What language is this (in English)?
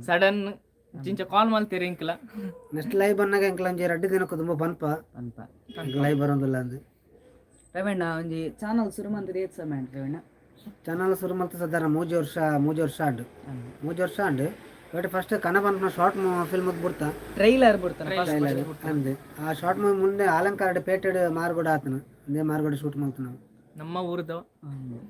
Tulu